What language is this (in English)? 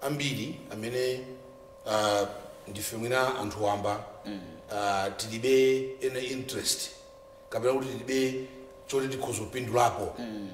Nyanja